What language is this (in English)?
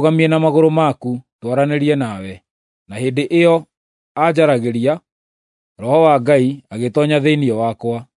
Kikuyu